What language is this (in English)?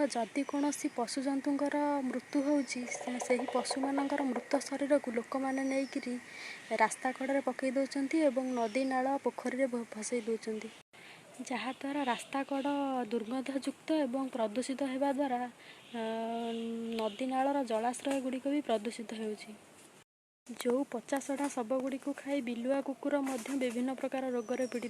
Odia